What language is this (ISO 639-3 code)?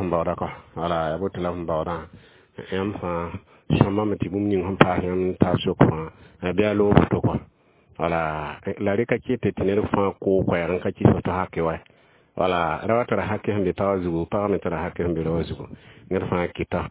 mos